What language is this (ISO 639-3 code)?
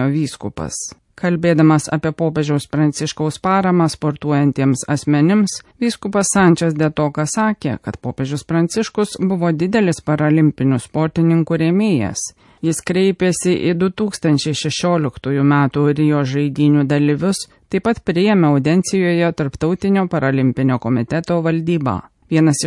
lit